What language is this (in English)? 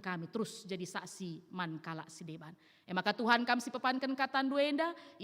Batak Karo